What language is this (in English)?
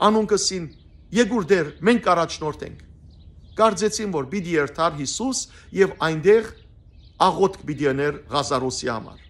Western Armenian